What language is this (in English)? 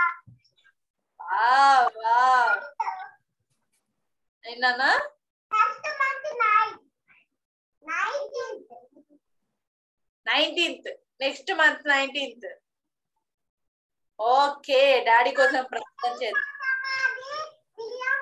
Telugu